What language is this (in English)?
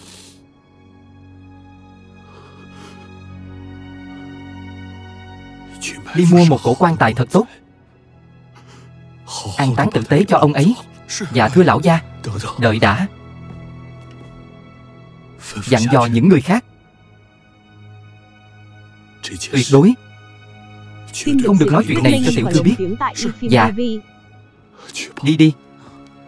Vietnamese